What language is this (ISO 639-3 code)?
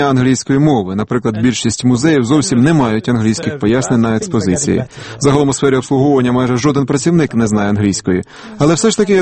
ukr